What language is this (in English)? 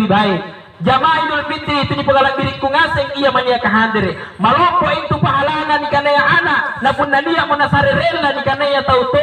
Makasar